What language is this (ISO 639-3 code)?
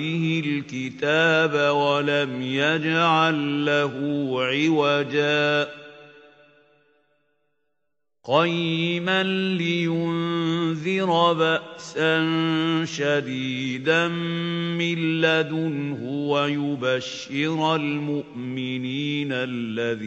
ara